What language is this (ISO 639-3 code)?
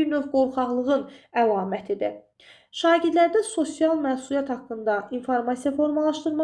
aze